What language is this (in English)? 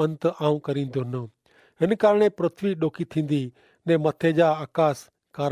Kachhi